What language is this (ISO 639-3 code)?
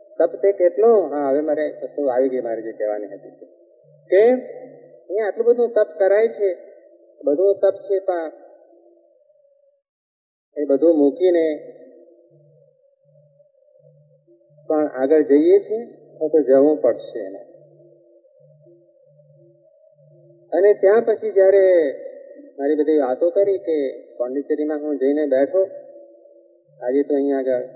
guj